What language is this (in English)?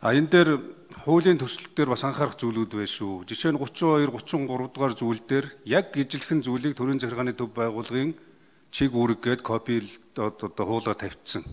Mongolian